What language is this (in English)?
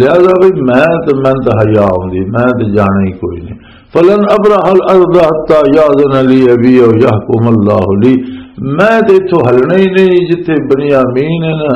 Western Panjabi